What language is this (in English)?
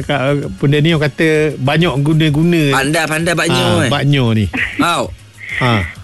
Malay